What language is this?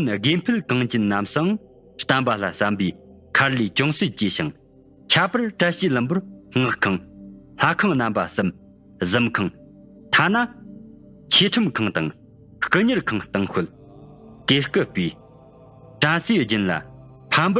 Tibetan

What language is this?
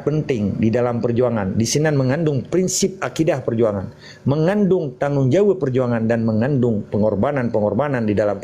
Achinese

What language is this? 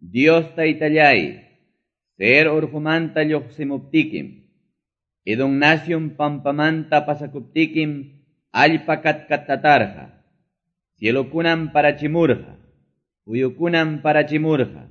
Quechua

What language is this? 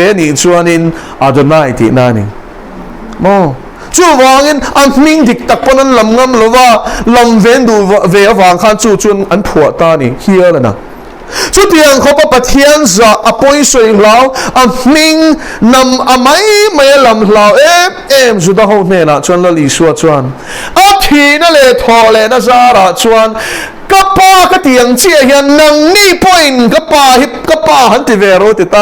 Mizo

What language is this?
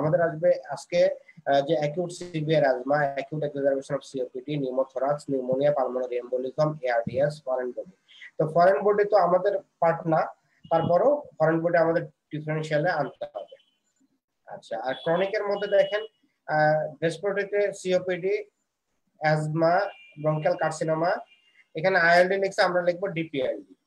Bangla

